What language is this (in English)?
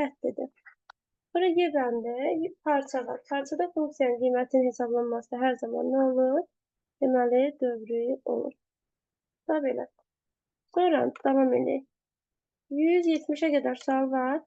Azerbaijani